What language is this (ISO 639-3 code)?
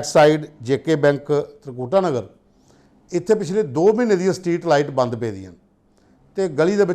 doi